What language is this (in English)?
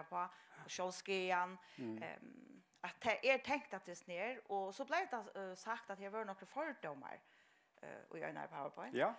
Faroese